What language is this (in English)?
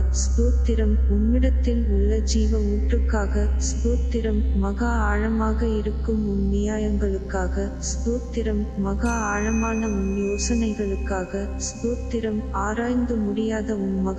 Tamil